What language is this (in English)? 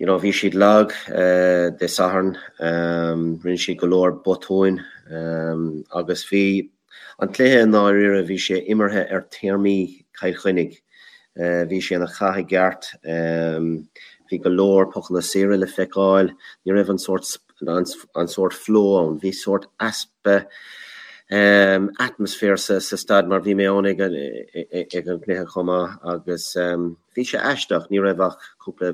Irish